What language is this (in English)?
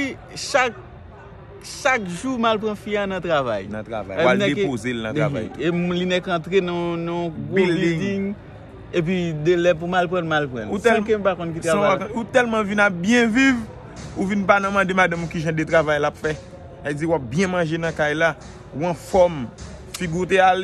Haitian Creole